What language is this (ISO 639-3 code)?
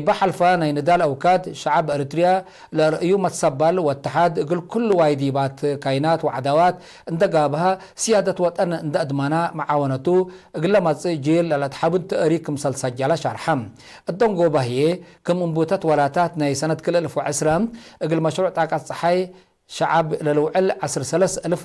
tig